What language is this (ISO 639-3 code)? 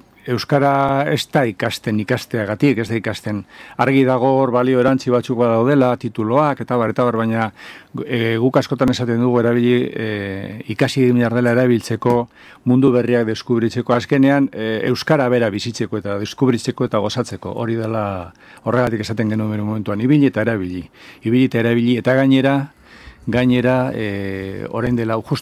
eus